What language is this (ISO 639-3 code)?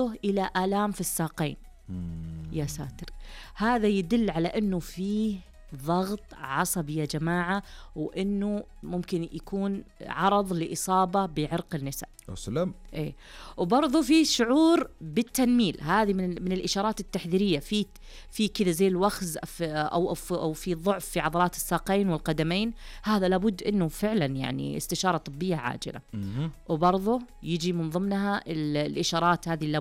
ars